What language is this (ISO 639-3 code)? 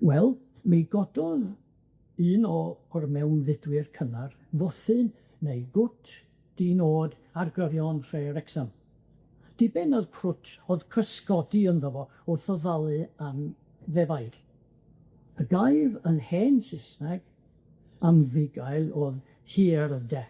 cym